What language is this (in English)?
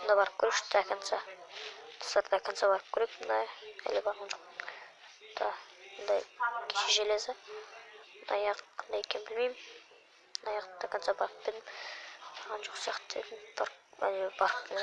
Kazakh